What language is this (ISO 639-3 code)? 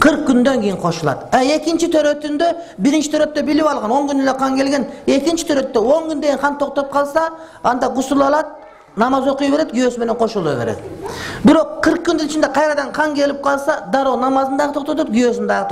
kir